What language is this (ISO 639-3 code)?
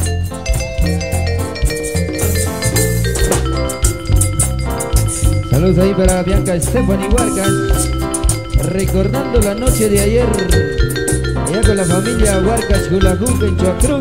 spa